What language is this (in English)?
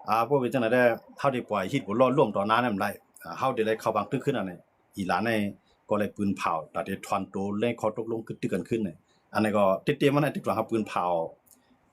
Shan